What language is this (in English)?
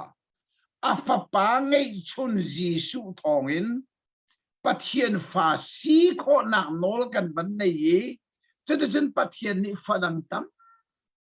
Hakha Chin